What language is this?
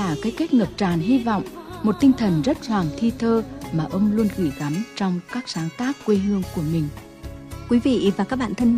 Vietnamese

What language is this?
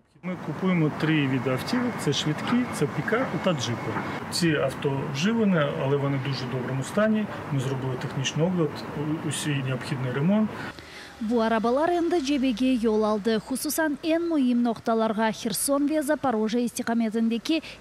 Crimean Tatar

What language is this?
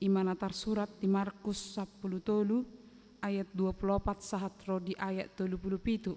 Batak Toba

